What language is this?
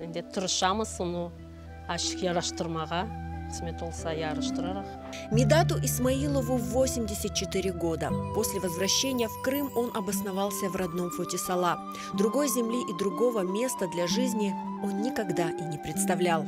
Crimean Tatar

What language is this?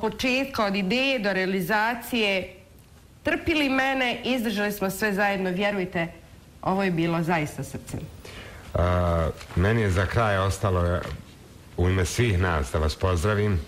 Bosnian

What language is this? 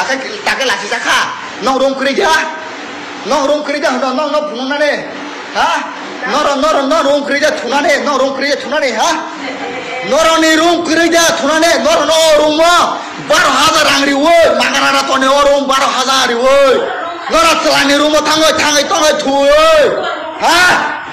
Riang (India)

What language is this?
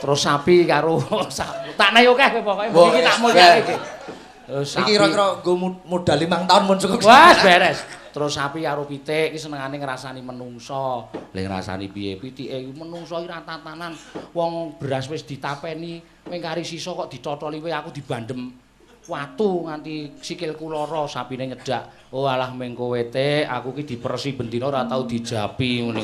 Javanese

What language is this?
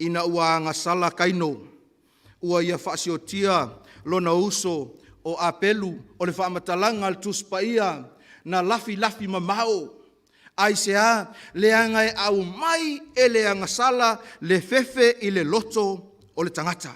Samoan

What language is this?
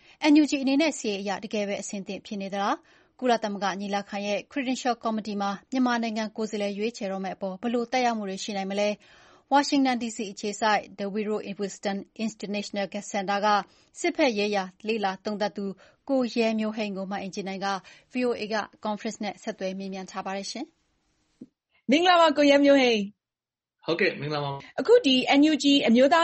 Burmese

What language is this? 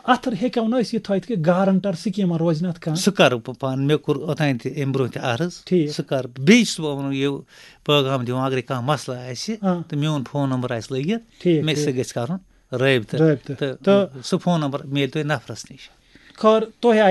Kashmiri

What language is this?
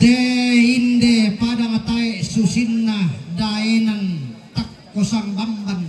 Toraja-Sa'dan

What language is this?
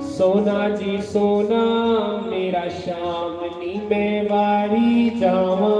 Dogri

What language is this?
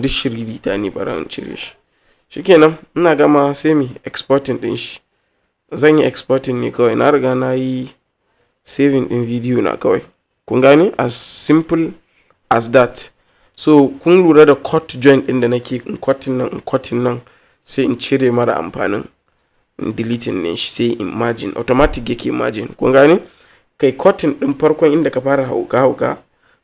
Hausa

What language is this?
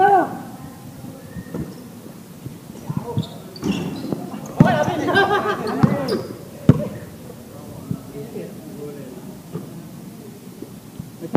Filipino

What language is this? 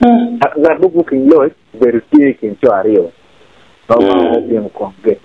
Acoli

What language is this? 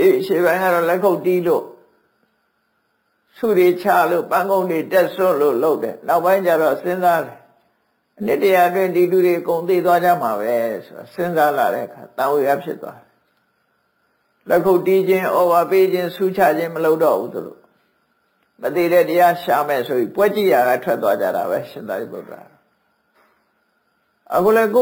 Burmese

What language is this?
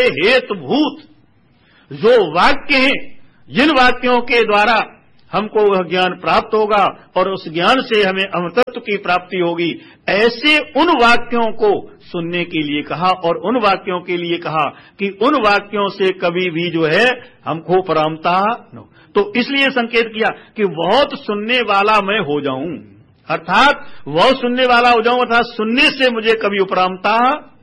Hindi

